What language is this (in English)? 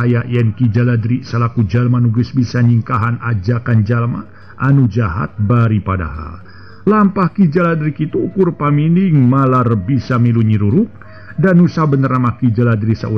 Sundanese